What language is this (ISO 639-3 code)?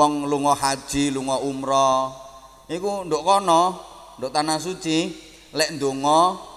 jav